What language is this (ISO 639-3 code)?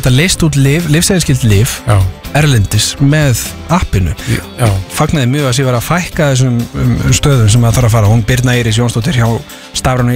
isl